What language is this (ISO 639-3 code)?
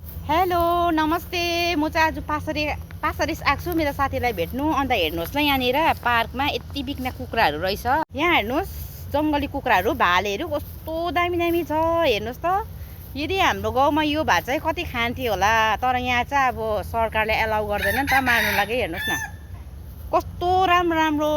nep